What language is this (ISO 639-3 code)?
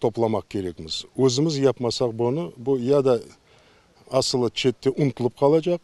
crh